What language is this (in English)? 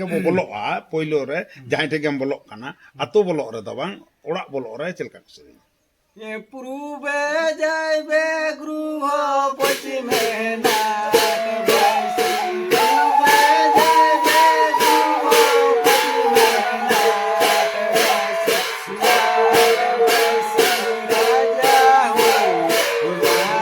Santali